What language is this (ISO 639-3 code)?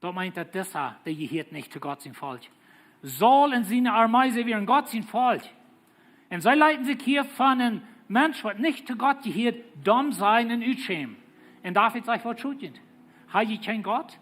pdt